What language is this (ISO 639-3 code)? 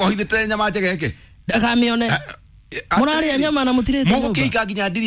kik